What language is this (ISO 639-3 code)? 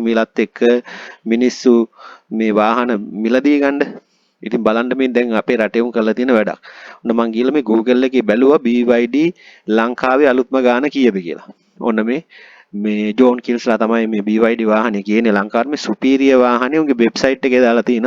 sin